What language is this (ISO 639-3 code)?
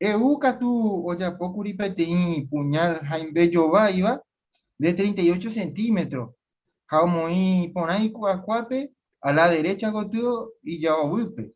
grn